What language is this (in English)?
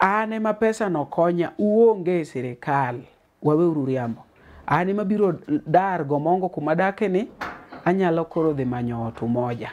Luo (Kenya and Tanzania)